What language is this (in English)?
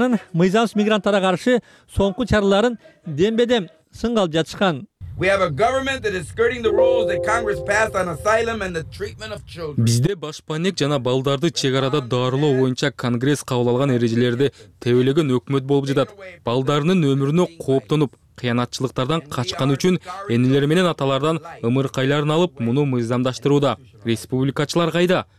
Kyrgyz